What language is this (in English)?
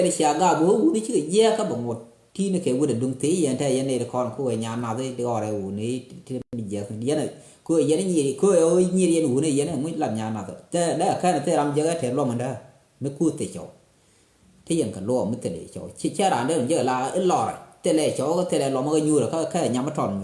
Nuer